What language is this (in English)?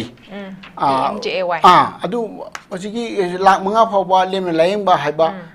Manipuri